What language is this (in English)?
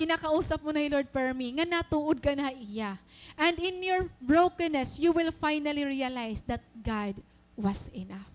Waray